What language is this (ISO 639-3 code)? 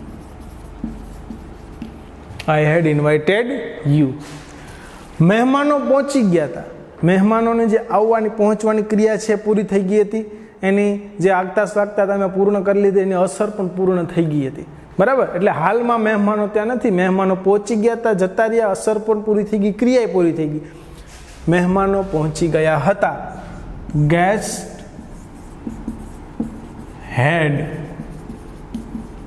guj